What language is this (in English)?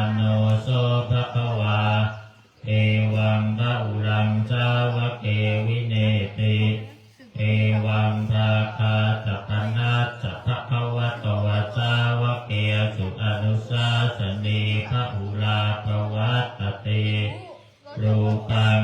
Pali